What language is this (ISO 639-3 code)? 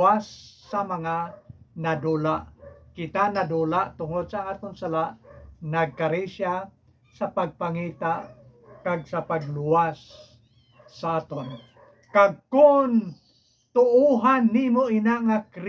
hil